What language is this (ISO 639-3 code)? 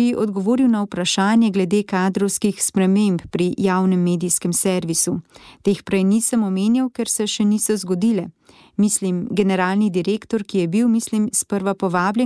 slv